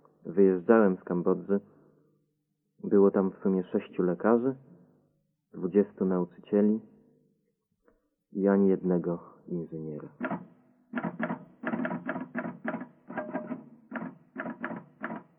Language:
Polish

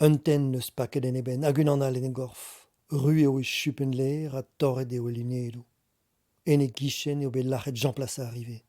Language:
Breton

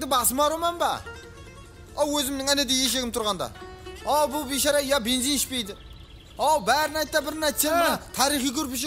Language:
Kara-Kalpak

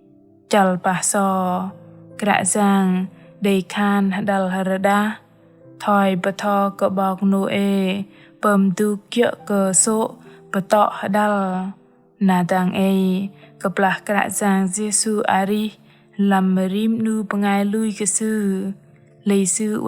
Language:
Bahnar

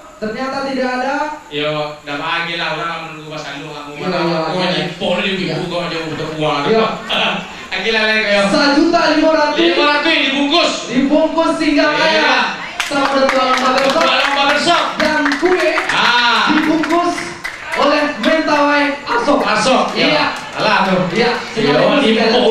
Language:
Minangkabau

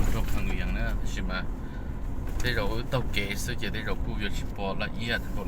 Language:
Hmong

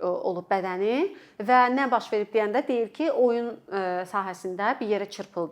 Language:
Azerbaijani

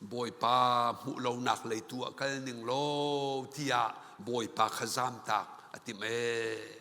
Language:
Hakha Chin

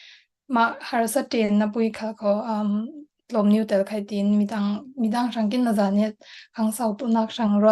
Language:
Falam Chin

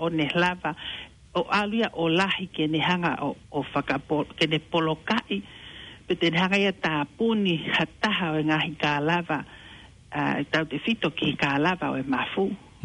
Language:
Tongan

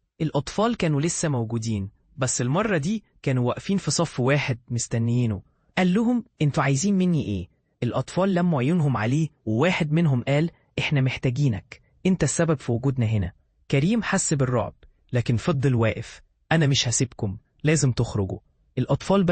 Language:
Egyptian Arabic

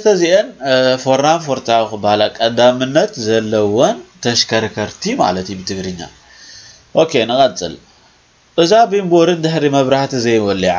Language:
Tigrinya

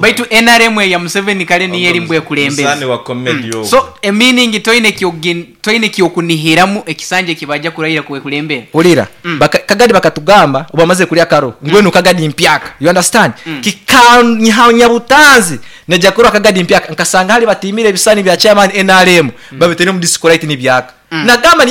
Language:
Nyoro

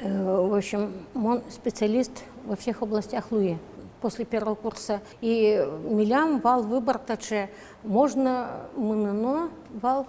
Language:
Udmurt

